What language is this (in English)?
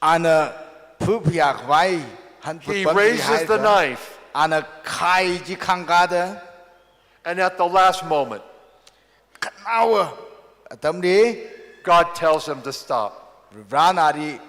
Tangkhul Naga (India)